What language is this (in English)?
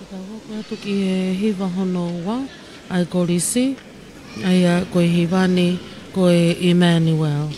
Tongan